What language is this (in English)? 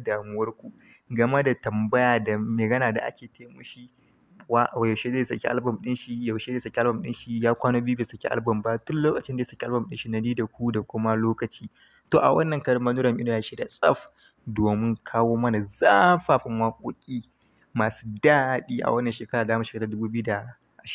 Hausa